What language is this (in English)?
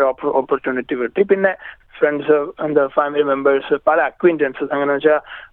Malayalam